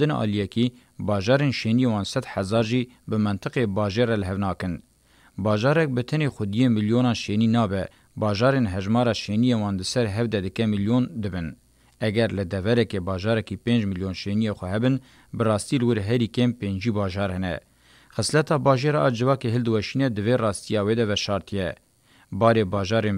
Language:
Kurdish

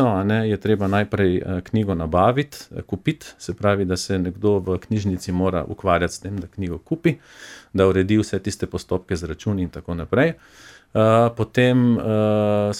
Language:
Slovenian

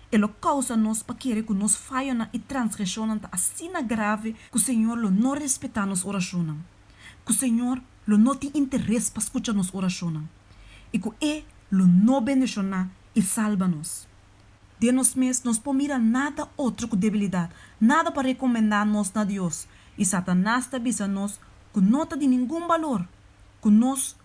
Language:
Papiamento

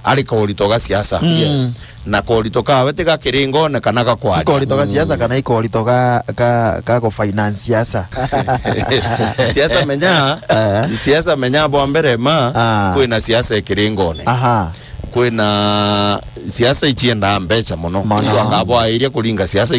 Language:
Meru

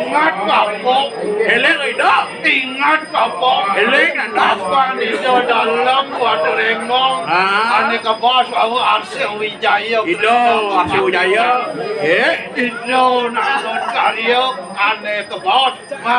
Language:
Balinese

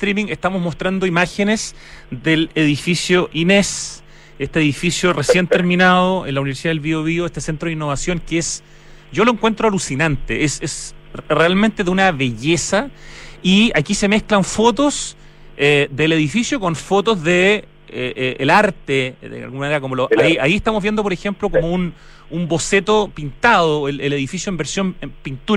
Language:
Spanish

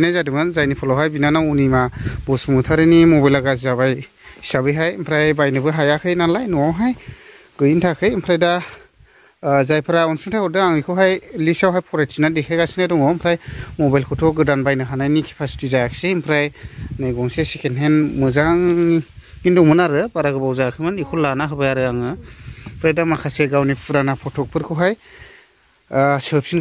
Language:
Bodo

